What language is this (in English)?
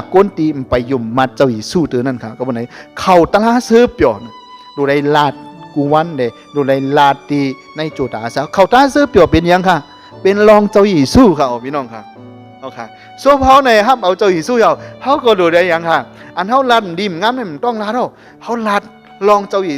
Shan